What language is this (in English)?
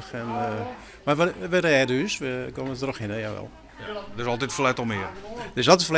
Western Frisian